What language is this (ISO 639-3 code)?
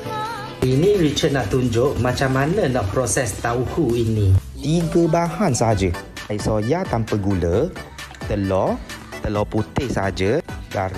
msa